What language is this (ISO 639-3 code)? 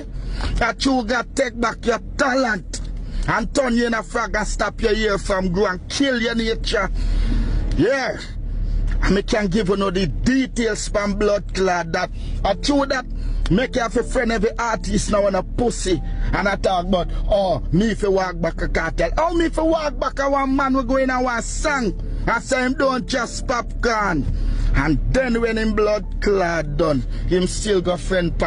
jam